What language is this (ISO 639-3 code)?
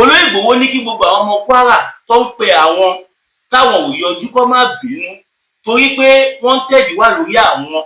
yor